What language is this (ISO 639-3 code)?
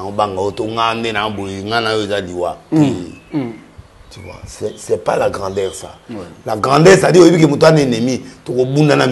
lin